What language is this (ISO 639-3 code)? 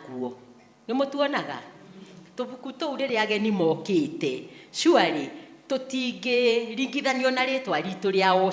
kik